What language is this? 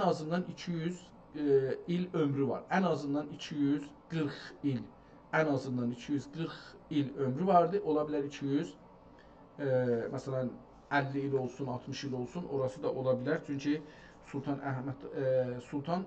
South Azerbaijani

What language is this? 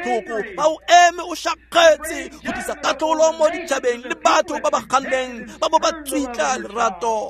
Tswana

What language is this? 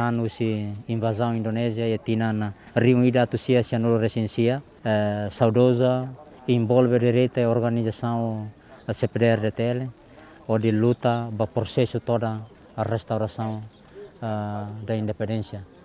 Tetum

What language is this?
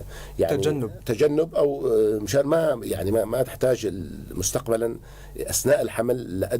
North Levantine Arabic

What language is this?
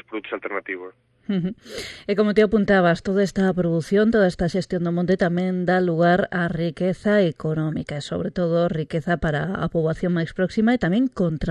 Galician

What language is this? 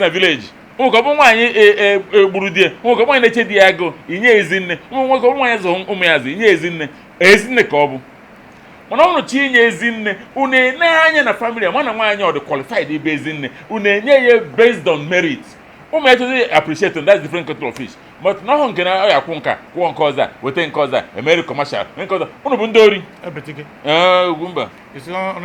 Igbo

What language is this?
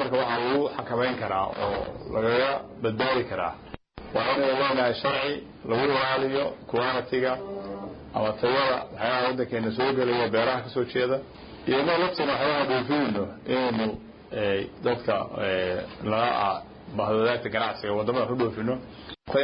Somali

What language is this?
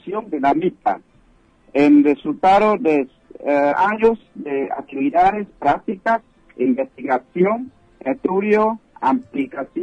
Spanish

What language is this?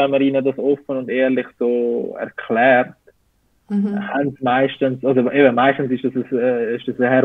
Swiss German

